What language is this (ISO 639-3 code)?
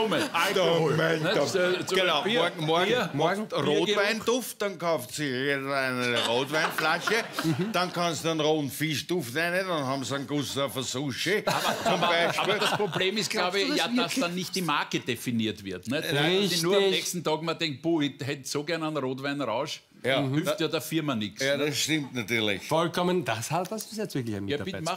deu